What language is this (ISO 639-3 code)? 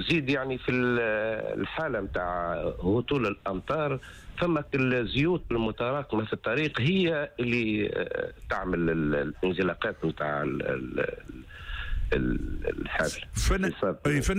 aeb